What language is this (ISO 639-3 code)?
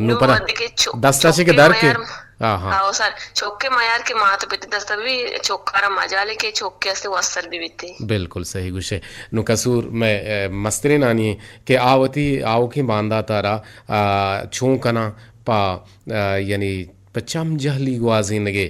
bgp